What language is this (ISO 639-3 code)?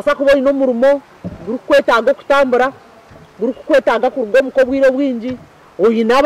nyn